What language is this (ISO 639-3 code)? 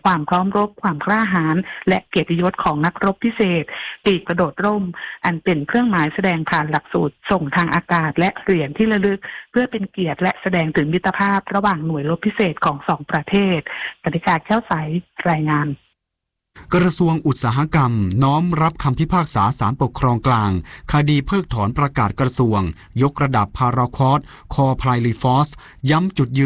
tha